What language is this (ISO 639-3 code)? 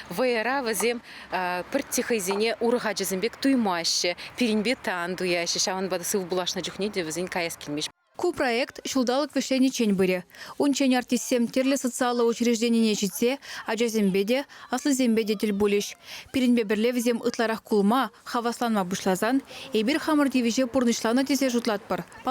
chv